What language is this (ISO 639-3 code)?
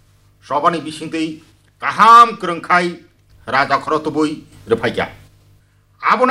trp